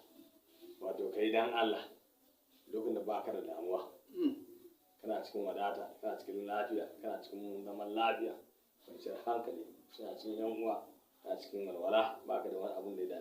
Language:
Hausa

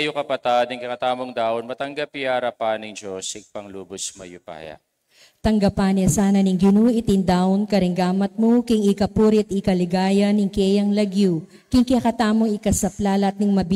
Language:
Pampanga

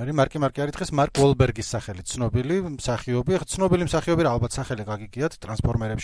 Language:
Georgian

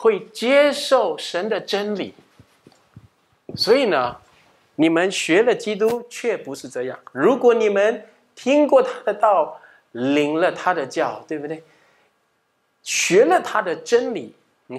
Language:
Chinese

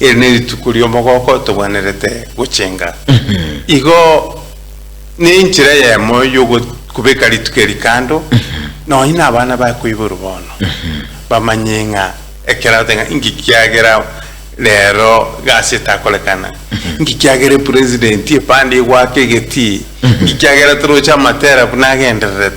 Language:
Gusii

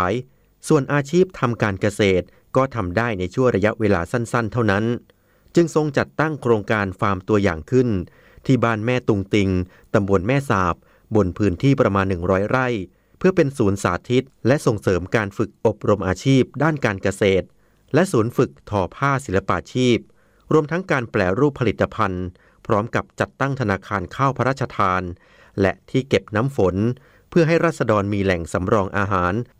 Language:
Thai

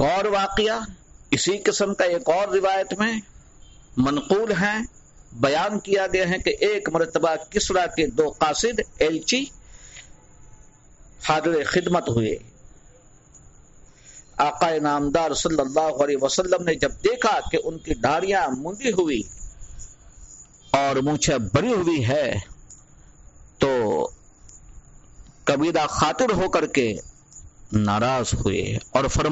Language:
Urdu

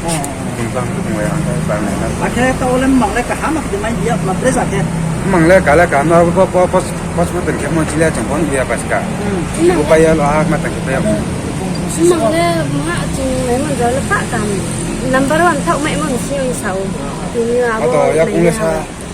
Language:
Riang (India)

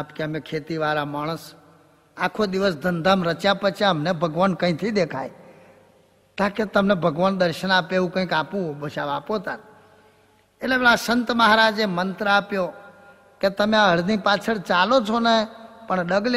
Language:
Gujarati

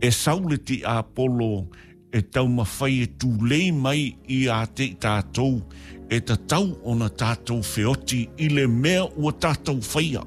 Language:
Samoan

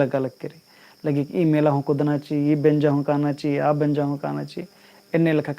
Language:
Kurukh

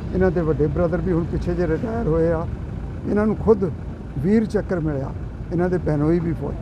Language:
Punjabi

